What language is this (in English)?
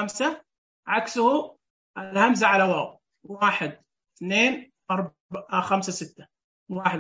Najdi Arabic